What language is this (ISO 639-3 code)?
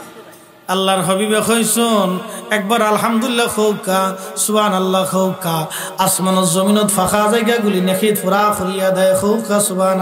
ben